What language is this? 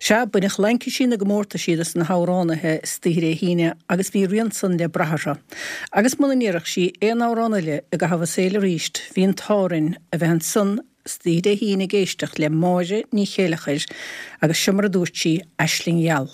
Irish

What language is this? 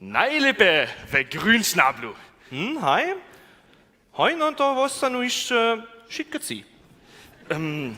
Upper Sorbian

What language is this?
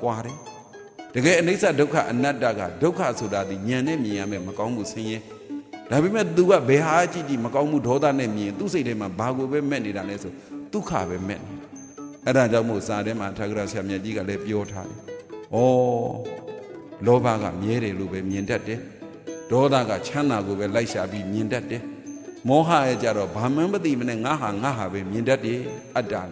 Burmese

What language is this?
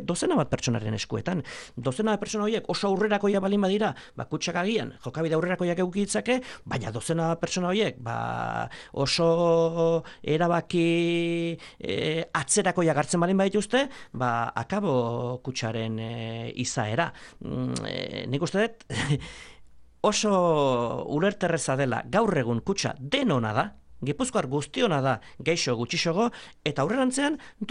Basque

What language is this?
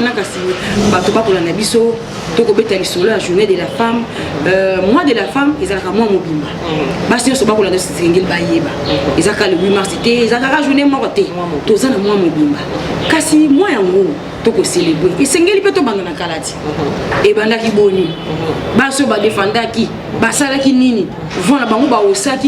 Lingala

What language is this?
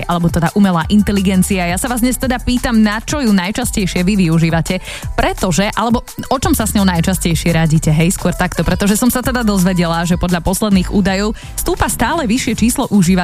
Slovak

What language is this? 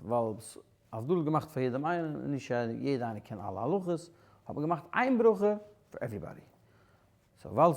Yiddish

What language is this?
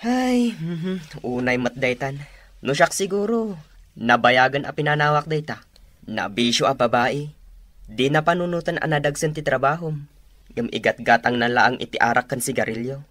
Iloko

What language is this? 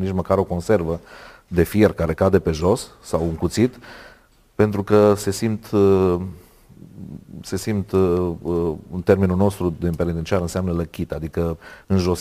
Romanian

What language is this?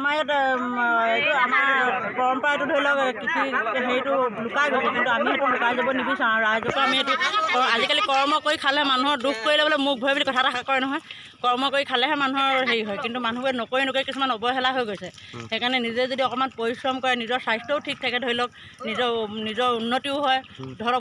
Assamese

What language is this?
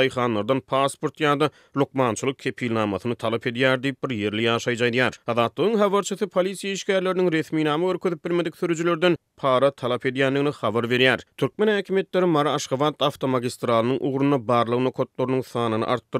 Turkmen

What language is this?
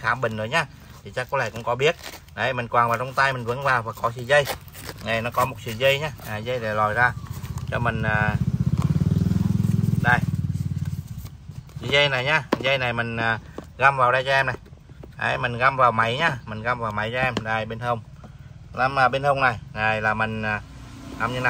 Vietnamese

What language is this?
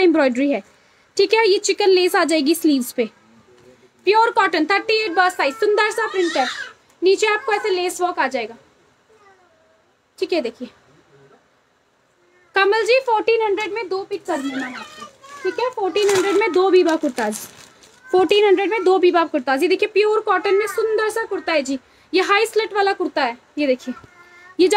Hindi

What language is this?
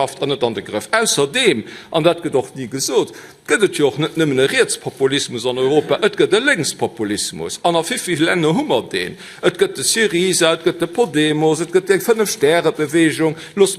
Luxembourgish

